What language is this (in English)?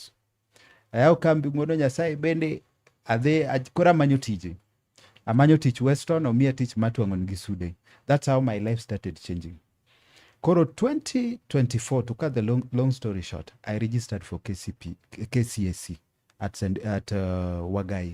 Luo (Kenya and Tanzania)